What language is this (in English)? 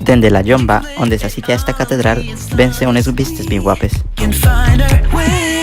Asturian